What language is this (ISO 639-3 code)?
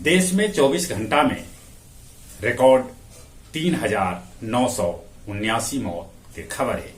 mag